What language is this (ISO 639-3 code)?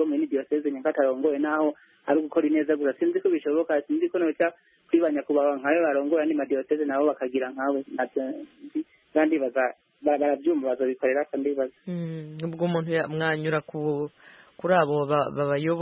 kin